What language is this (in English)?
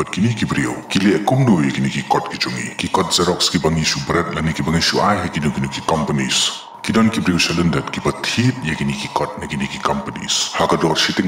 Khasi